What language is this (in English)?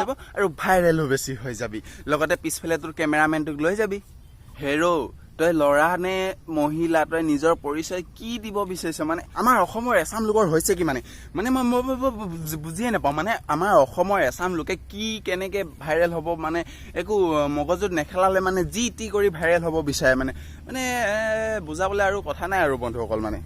Assamese